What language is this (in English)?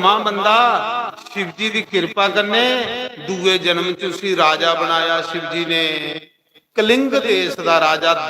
Dogri